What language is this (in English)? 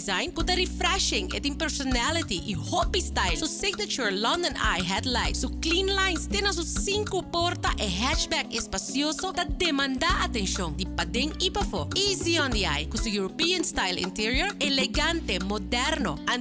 Papiamento